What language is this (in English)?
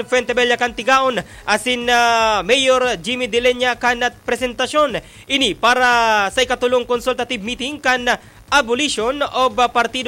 Bikol